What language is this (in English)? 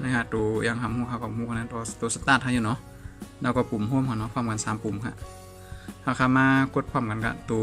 Shan